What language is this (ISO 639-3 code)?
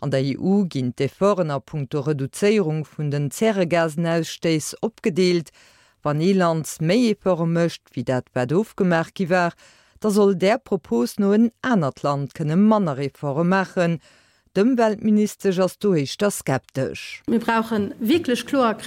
ltz